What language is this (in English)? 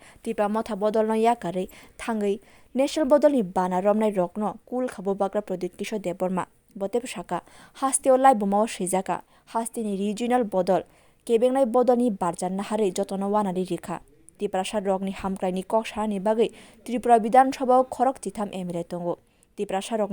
Kok Borok